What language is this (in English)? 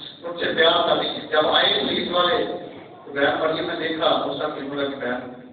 Urdu